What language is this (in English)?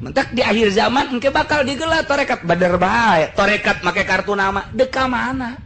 Sundanese